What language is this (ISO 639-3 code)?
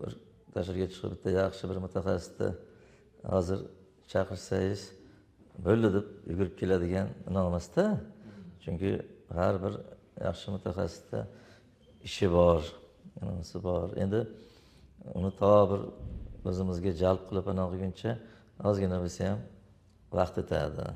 uzb